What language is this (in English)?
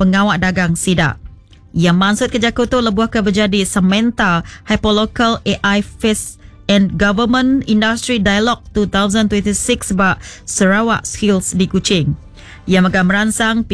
Iban